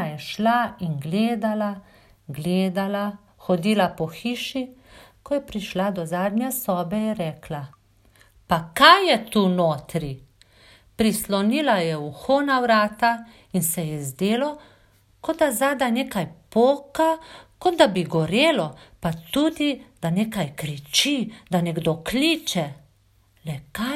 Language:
Slovenian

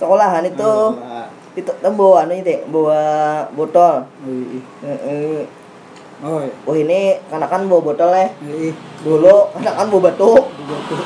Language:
Banjar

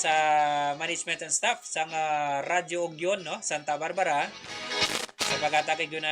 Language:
Hiligaynon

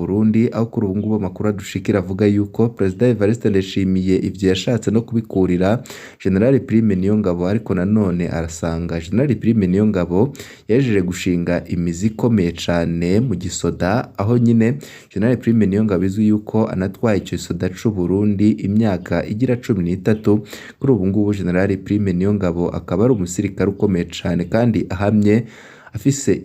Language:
Rundi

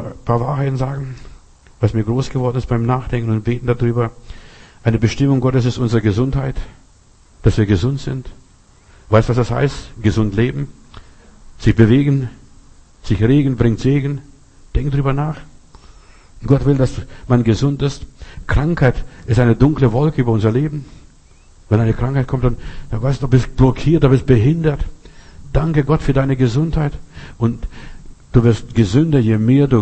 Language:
German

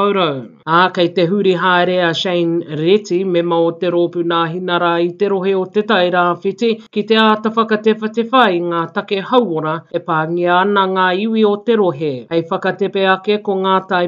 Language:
Māori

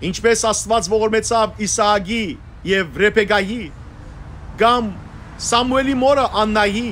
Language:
Western Armenian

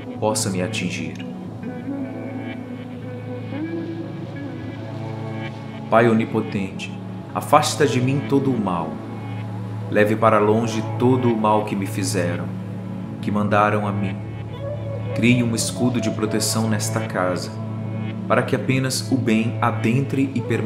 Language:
Portuguese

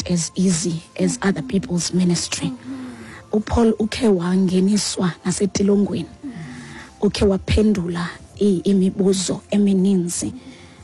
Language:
Xhosa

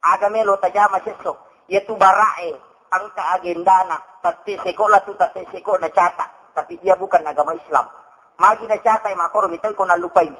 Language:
Buginese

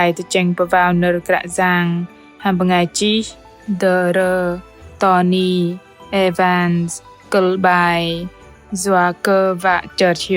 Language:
Bahnar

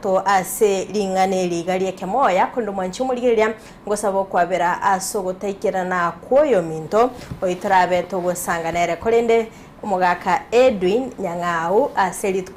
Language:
Gusii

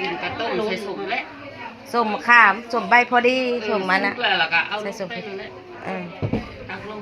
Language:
Northeastern Thai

